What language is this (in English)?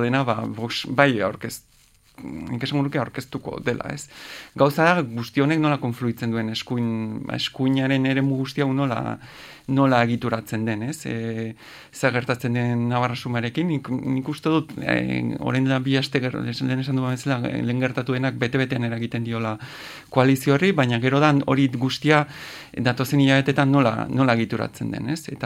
Basque